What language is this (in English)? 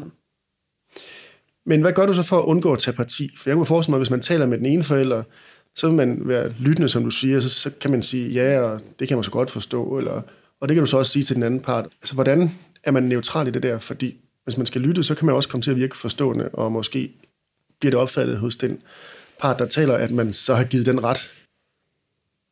Danish